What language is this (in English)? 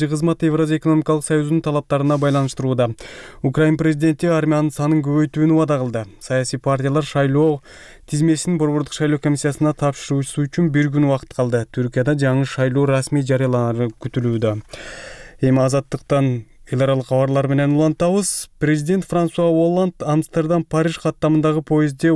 Kyrgyz